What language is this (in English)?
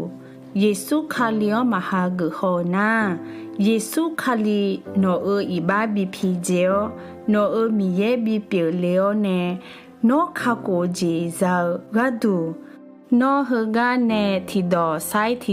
Akha